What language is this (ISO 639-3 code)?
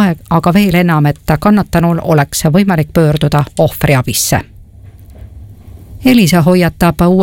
est